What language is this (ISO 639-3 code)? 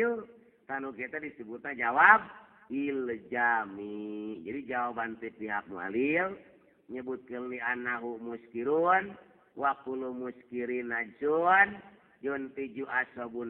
sun